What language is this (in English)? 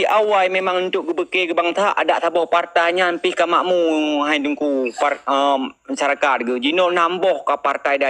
Achinese